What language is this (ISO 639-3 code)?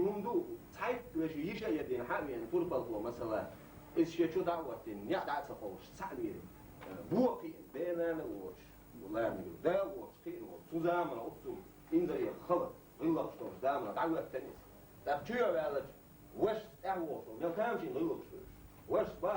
che